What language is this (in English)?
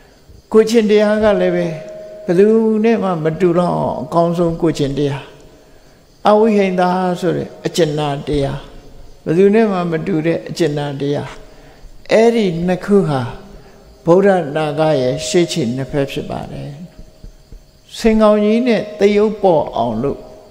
Burmese